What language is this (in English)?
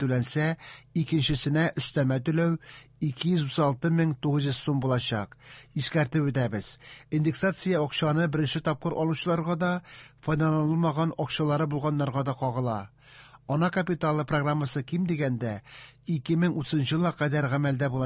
Tatar